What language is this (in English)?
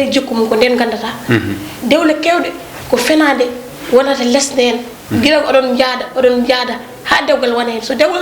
Fula